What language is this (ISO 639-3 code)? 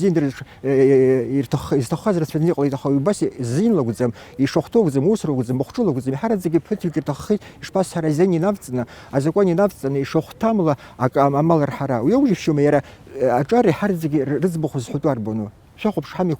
abk